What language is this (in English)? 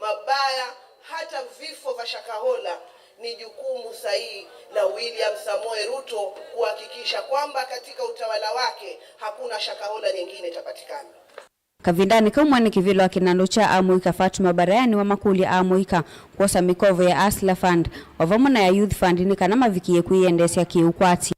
Kamba